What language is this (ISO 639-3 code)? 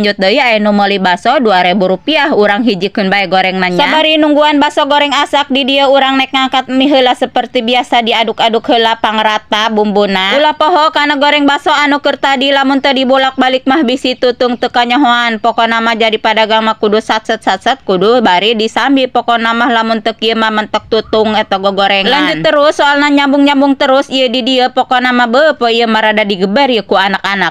sun